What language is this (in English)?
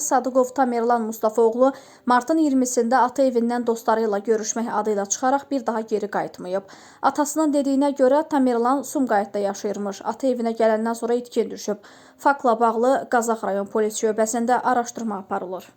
Azerbaijani